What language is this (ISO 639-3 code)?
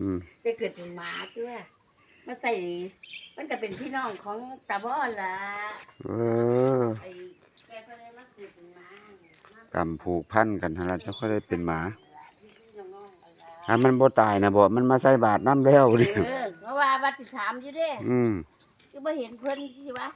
tts